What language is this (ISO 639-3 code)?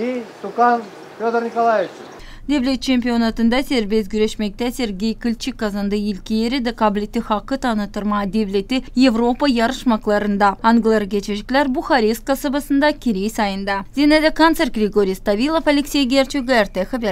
gag